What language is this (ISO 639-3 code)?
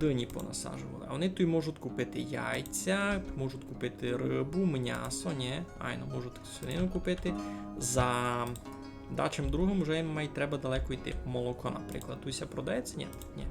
rue